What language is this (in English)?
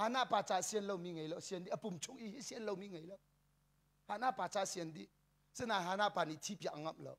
Hakha Chin